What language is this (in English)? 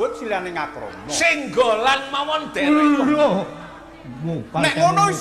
Javanese